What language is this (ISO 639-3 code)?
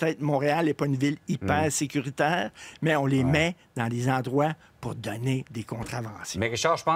fra